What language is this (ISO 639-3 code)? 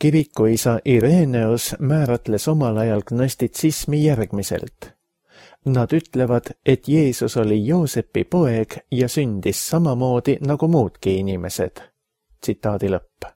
est